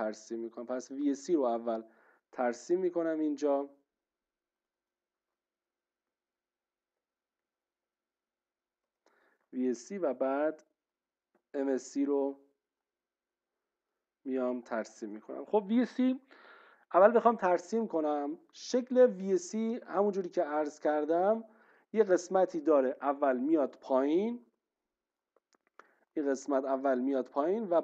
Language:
Persian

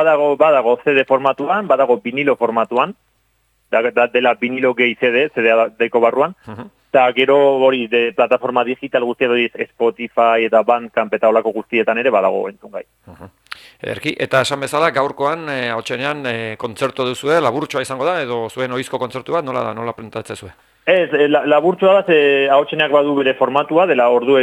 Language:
Basque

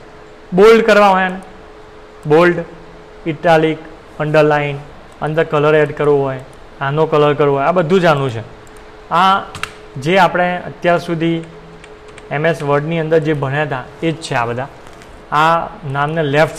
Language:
Gujarati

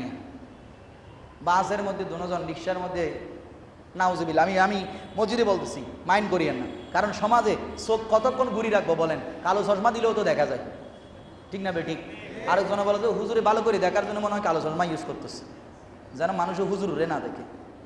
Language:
Bangla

